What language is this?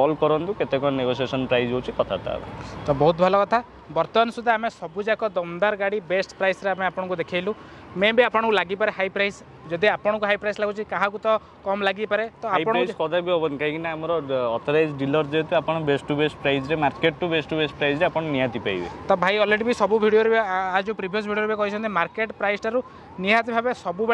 Odia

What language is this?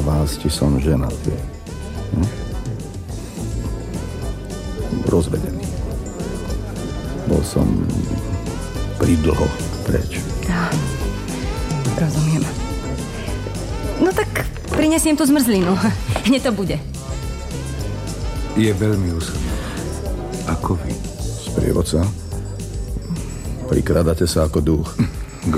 Slovak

